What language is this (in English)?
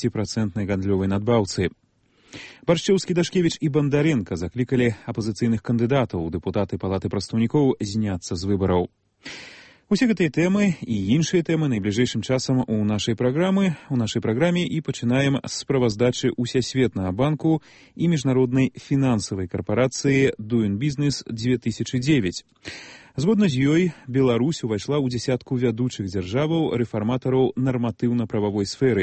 Belarusian